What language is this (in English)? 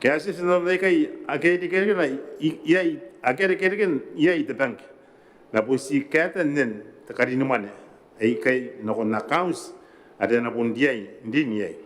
Gilbertese